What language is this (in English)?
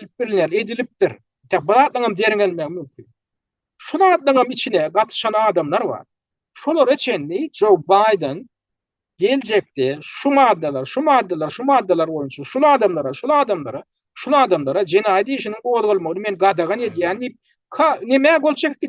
Turkmen